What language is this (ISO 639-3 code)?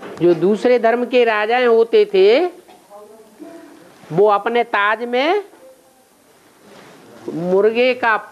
hin